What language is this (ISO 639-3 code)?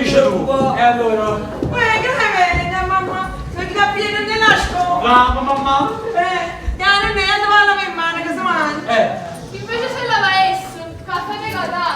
nap